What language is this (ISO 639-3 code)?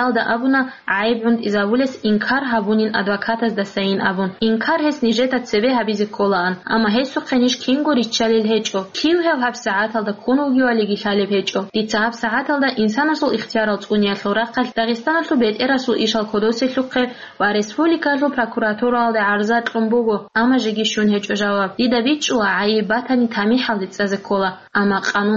ava